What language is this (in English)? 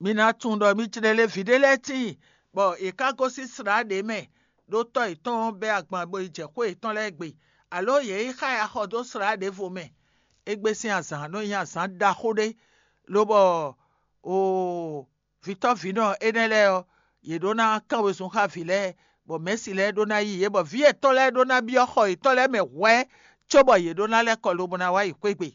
Fon